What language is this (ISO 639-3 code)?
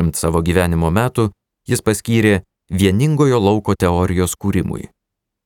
lit